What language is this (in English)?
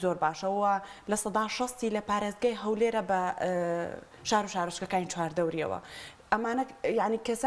Central Kurdish